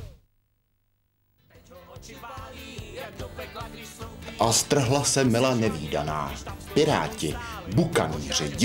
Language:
Czech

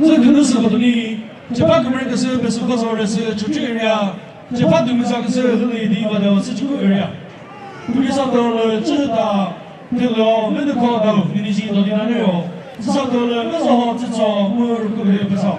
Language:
Chokri Naga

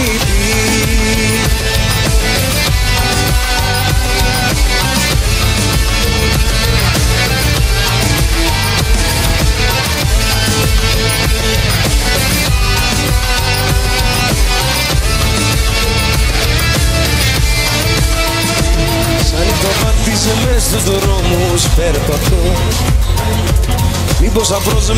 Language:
Greek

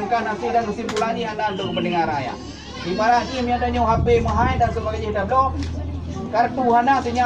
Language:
Achinese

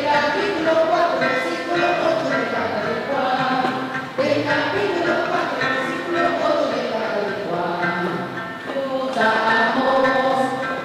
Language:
Papiamento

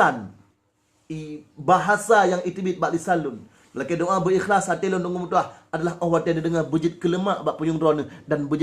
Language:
Achinese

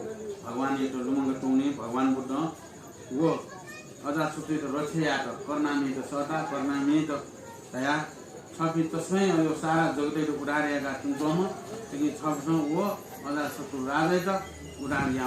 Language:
Newari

